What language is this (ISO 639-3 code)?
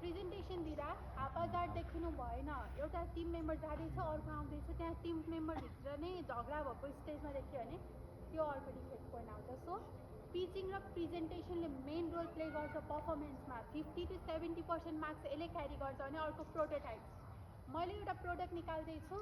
nep